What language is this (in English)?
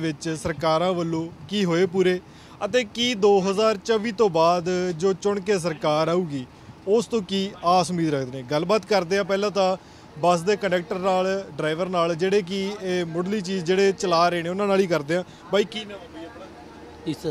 Punjabi